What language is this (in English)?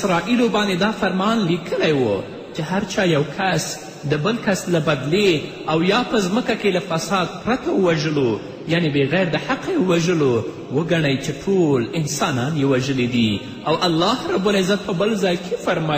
Pashto